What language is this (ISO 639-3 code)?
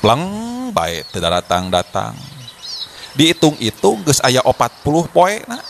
sun